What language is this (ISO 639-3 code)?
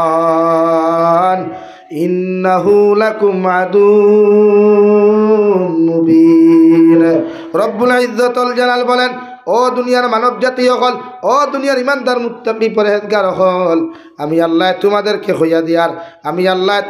syl